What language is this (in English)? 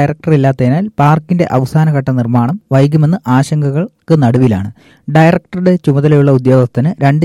Malayalam